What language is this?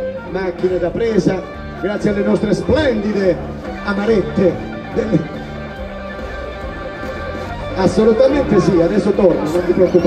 Italian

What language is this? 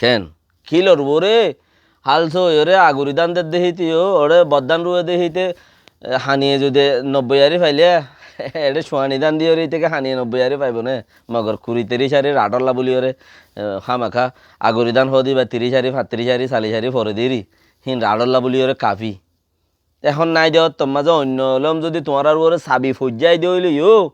Rohingya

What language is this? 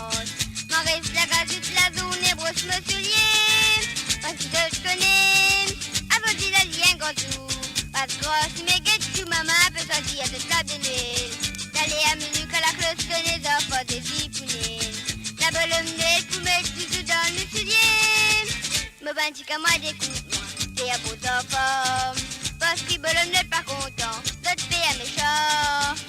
Morisyen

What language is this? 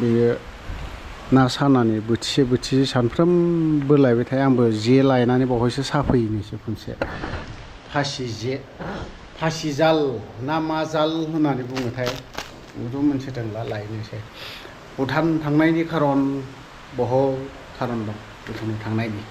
Bodo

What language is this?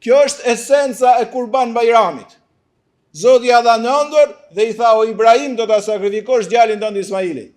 Albanian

